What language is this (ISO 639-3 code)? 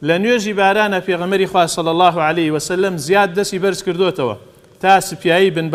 ckb